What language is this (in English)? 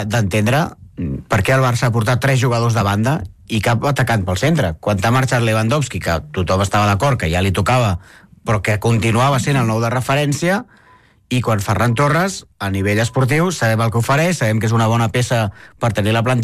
Catalan